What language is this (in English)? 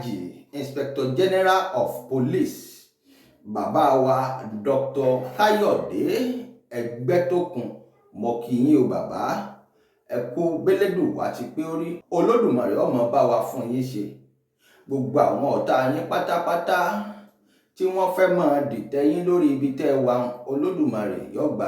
Yoruba